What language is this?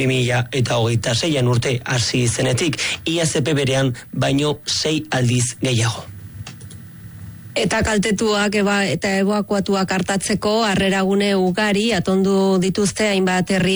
Basque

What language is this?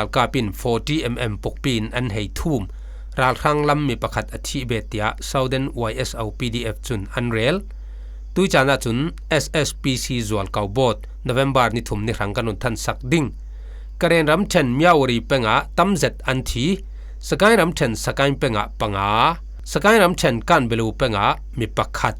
Falam Chin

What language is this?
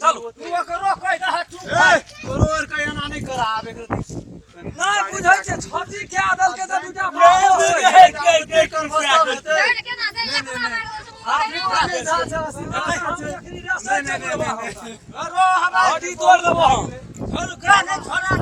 Maithili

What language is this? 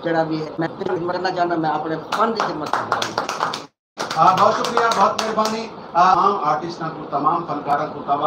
Saraiki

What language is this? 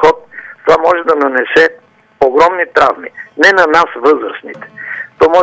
Bulgarian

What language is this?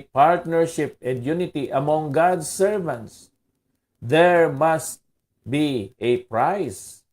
Hiligaynon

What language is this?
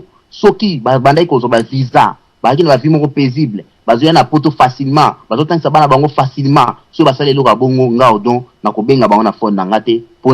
Lingala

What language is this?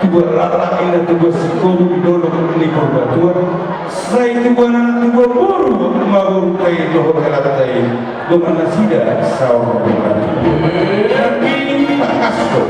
Batak Toba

